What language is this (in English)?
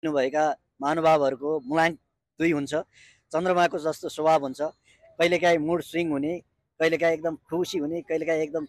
Nepali